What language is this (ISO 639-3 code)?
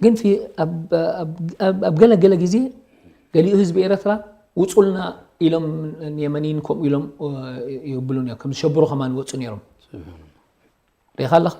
tir